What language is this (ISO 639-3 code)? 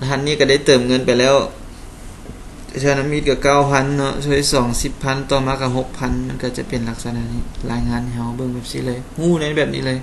lao